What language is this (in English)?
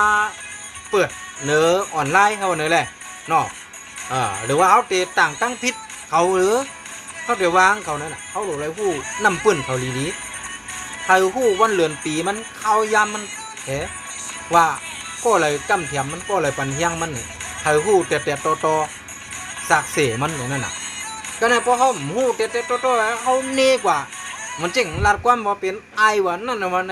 Shan